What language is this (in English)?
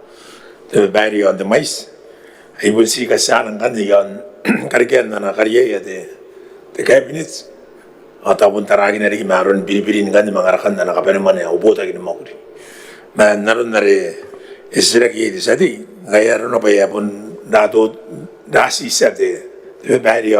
Gilbertese